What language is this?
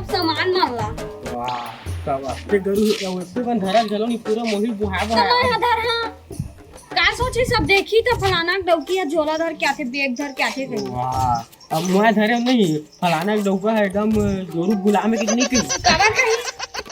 Chhattisgarhi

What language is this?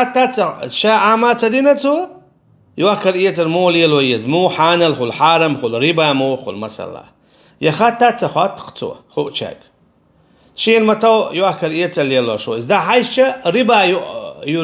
Chechen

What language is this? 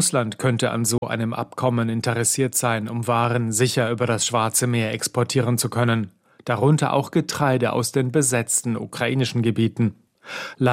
German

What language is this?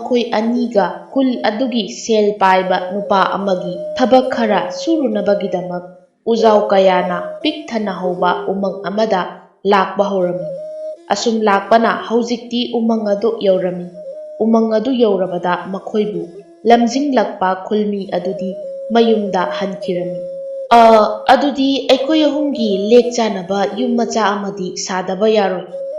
Manipuri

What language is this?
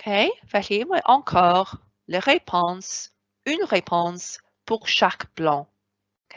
Welsh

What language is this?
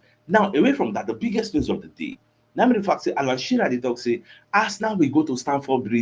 Nigerian Pidgin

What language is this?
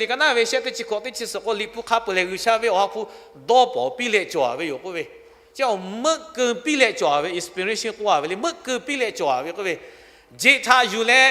Lahu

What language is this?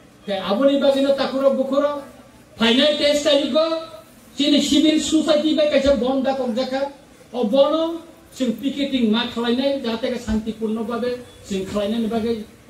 Kok Borok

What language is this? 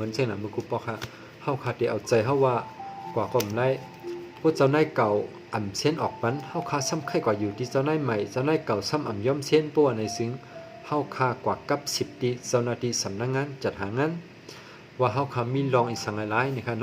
Shan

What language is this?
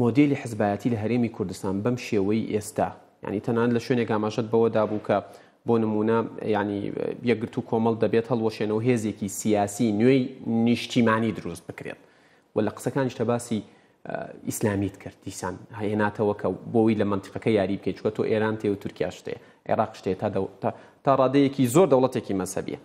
Central Kurdish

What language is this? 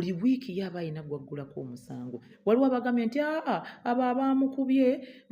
Ganda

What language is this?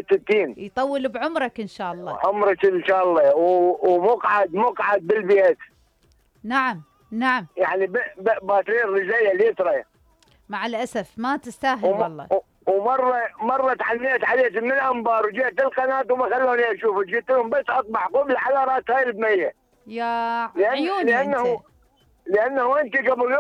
Mesopotamian Arabic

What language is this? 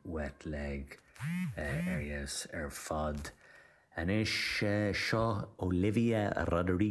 Irish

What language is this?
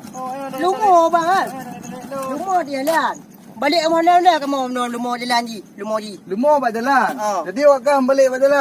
Achinese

